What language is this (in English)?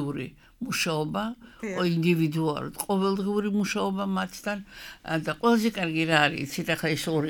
Georgian